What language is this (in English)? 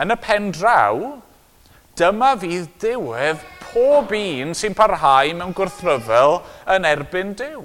Welsh